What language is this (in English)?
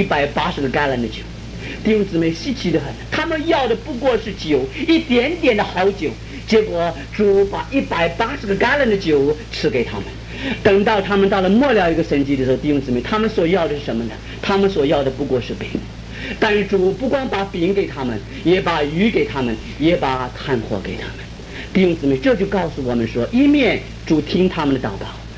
Chinese